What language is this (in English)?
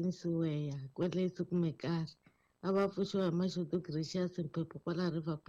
Tsonga